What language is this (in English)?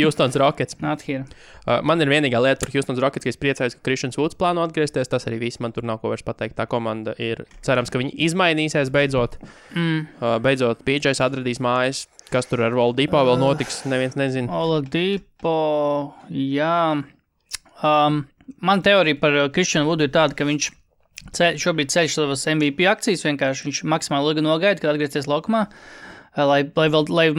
Latvian